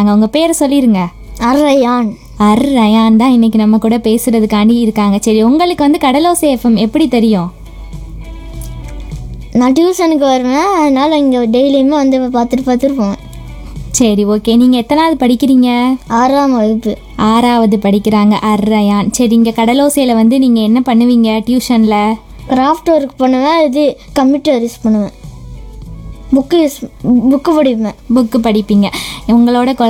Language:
Tamil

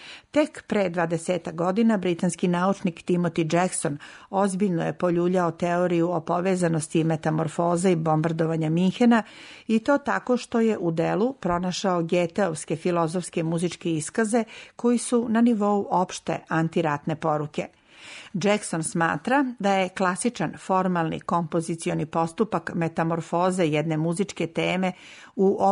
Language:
Serbian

